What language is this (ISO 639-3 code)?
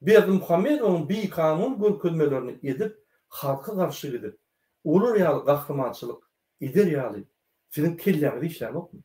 tuk